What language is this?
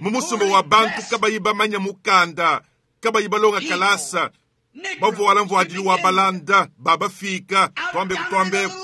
Luba-Lulua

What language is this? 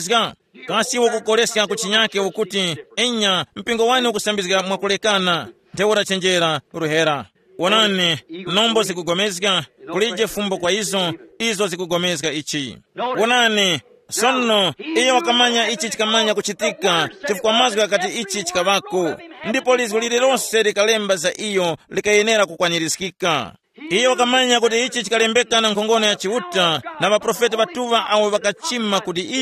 Tumbuka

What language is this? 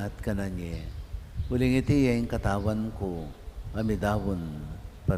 Pampanga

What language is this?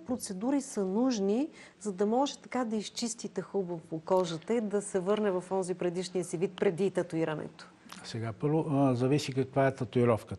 Bulgarian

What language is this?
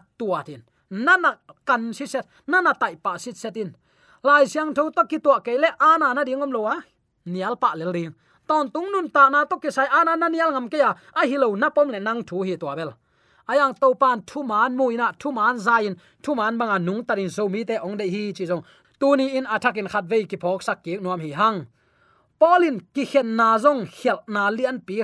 Tedim Chin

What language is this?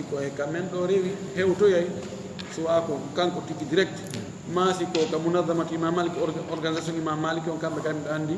Fula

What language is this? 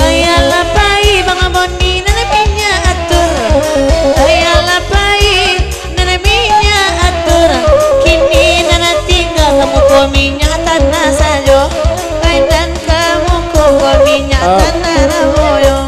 Minangkabau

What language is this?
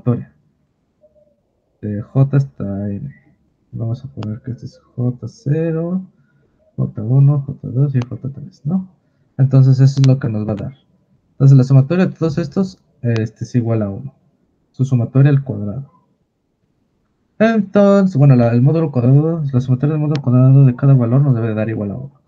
Spanish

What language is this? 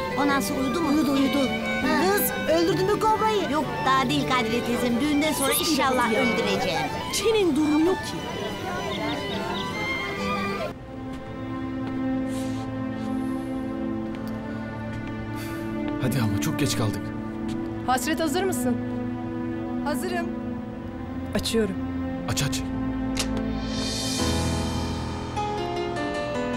Turkish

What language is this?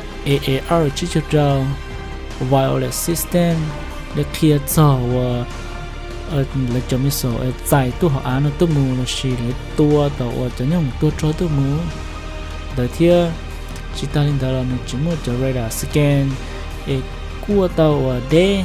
Hmong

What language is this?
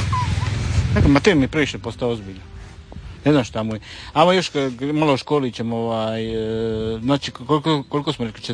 Croatian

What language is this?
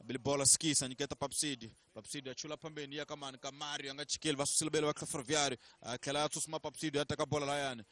Tsonga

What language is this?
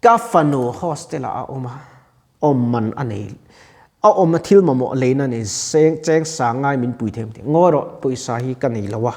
Mizo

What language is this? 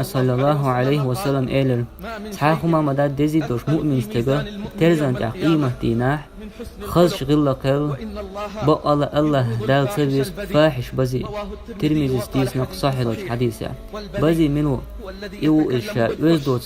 Chechen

